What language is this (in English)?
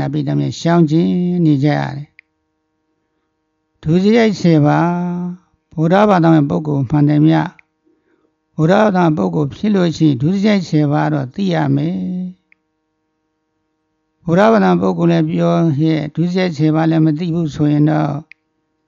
Burmese